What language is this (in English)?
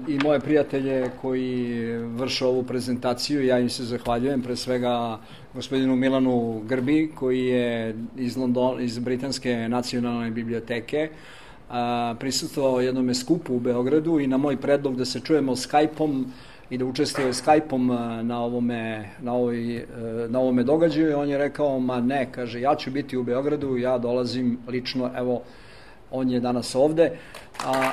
Serbian